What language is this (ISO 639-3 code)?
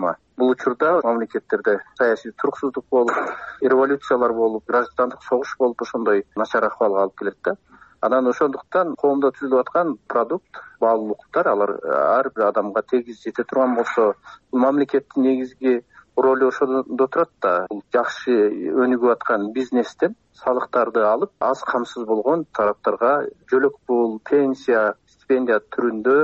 kir